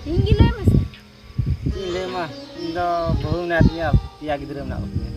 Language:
Santali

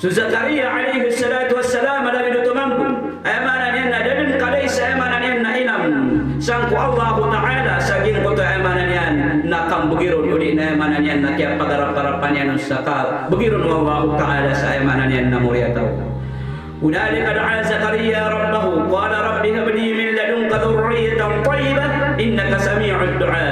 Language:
Maranao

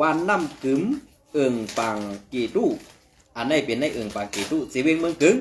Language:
Shan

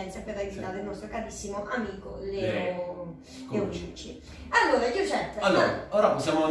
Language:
Italian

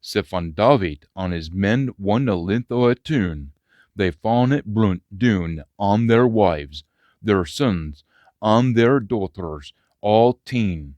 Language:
Scots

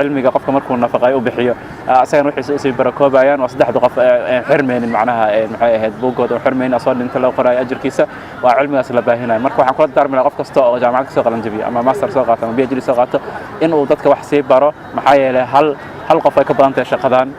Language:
Somali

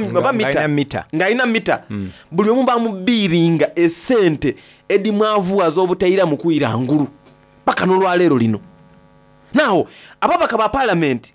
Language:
Soga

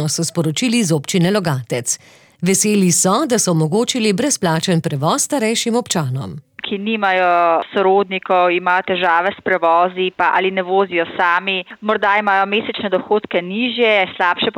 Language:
Slovenian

